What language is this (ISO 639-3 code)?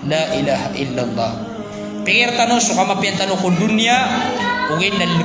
mrw